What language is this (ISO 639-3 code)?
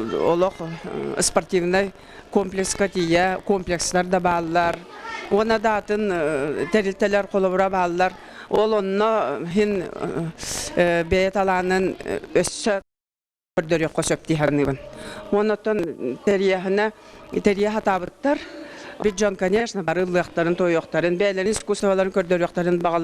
sah